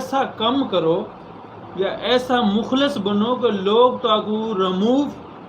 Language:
Saraiki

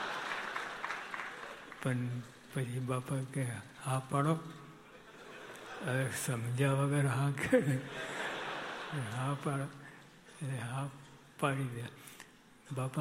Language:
Gujarati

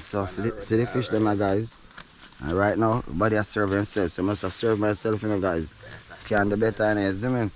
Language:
Jamaican Creole English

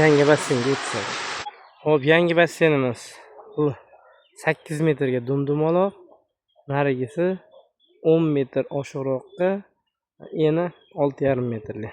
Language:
Uzbek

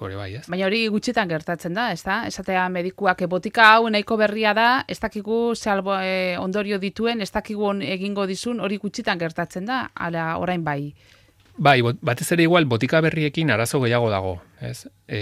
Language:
Basque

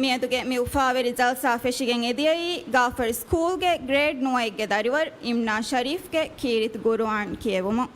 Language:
Divehi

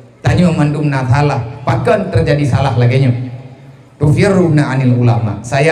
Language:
Achinese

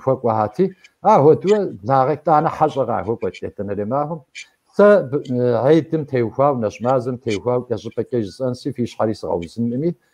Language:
Kabardian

